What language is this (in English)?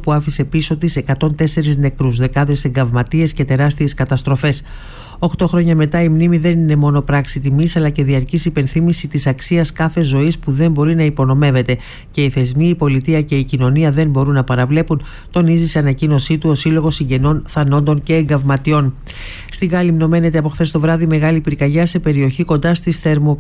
Greek